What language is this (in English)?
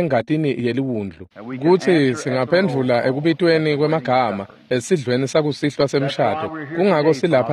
Swati